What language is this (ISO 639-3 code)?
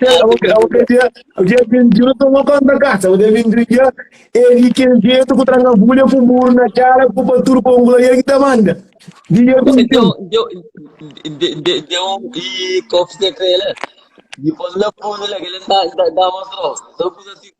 kea